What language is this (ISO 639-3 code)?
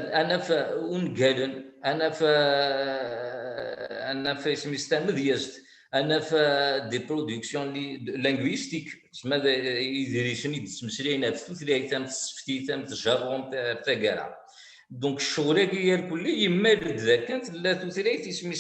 kab